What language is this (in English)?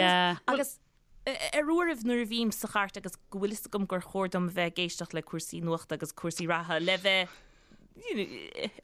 Irish